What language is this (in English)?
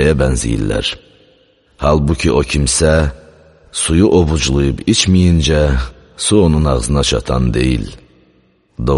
Azerbaijani